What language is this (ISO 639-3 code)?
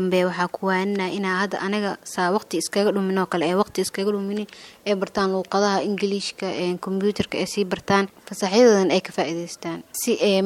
som